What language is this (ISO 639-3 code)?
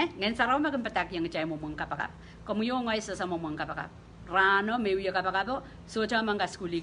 pon